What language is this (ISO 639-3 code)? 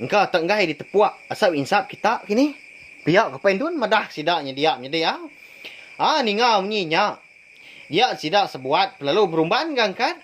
iba